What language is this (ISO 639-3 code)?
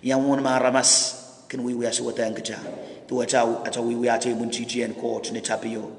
pon